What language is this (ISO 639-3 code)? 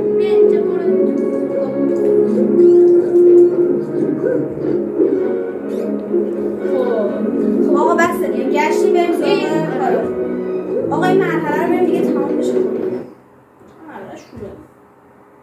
fas